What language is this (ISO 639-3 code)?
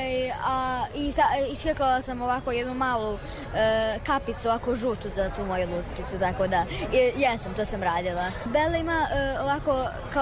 srp